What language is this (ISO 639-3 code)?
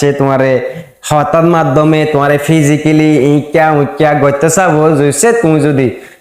rhg